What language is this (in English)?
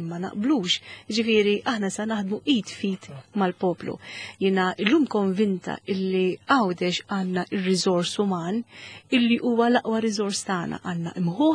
Maltese